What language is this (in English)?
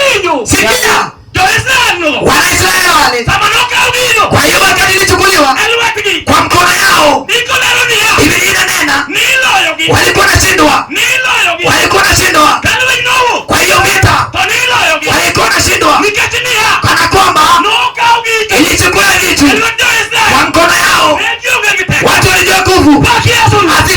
Luo (Kenya and Tanzania)